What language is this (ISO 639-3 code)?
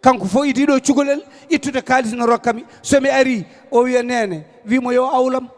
ful